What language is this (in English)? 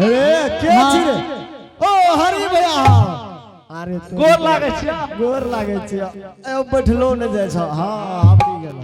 Angika